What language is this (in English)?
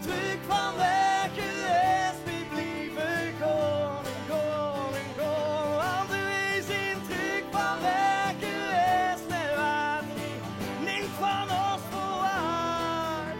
Limburgish